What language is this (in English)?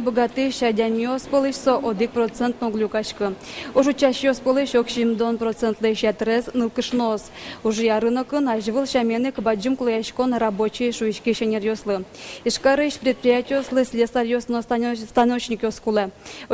Udmurt